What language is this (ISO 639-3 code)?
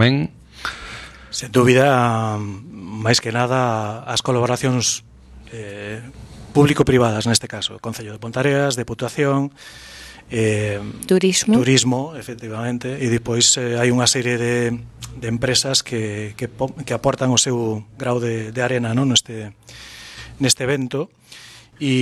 glg